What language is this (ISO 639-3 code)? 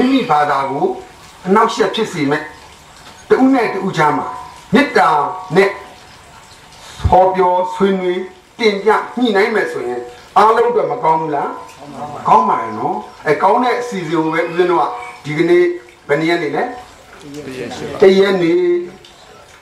mya